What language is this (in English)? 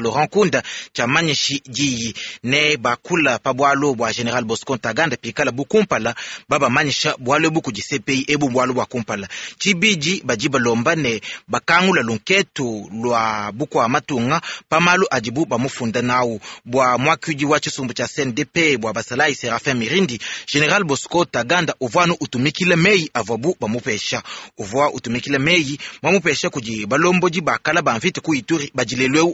Luba-Lulua